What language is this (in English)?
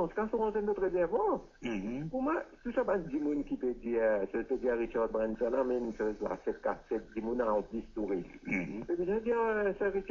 Morisyen